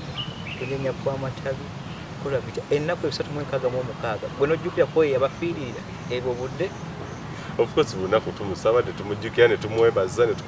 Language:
Ganda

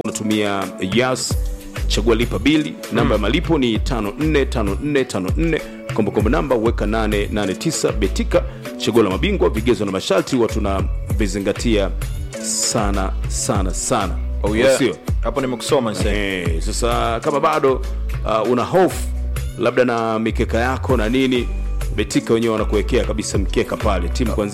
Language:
Swahili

